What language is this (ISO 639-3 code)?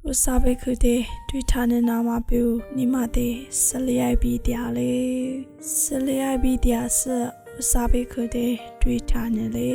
lis